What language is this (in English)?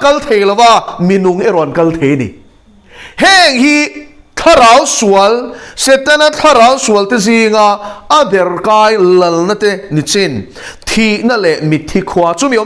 Mizo